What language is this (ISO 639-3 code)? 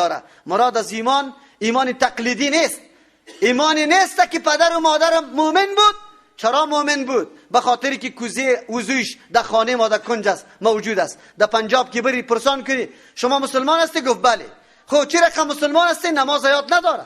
fas